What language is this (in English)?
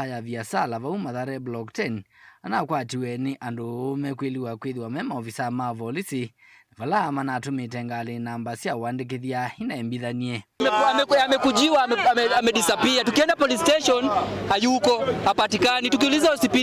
Kamba